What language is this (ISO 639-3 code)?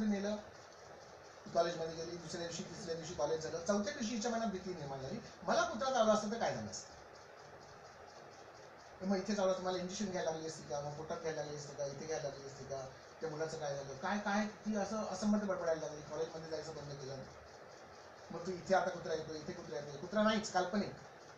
mar